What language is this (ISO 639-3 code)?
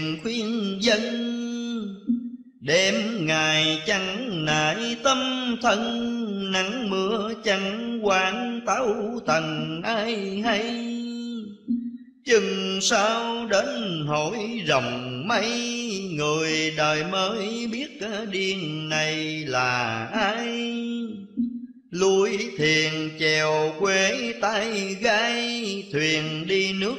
vie